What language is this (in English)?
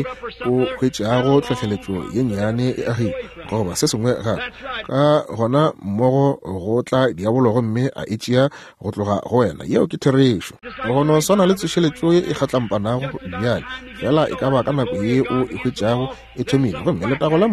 Northern Sotho